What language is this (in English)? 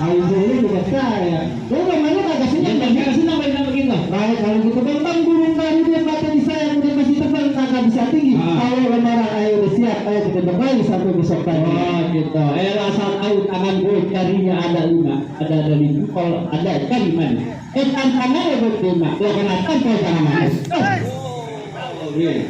Betawi